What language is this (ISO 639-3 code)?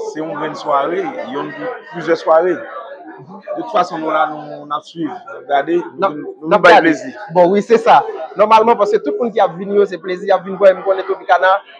hat